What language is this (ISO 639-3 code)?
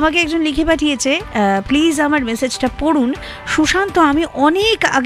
ben